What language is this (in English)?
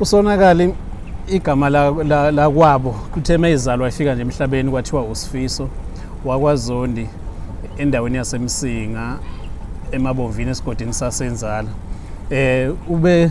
Zulu